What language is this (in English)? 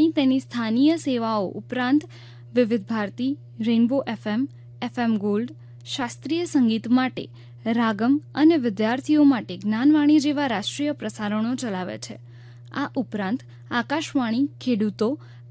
Gujarati